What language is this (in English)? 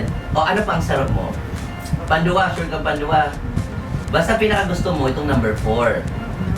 Bikol